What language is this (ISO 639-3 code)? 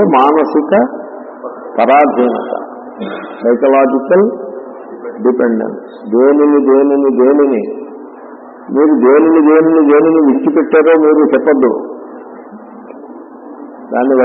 tel